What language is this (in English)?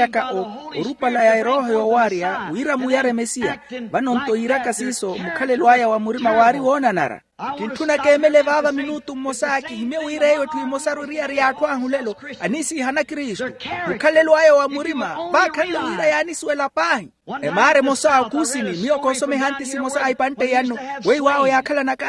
Makhuwa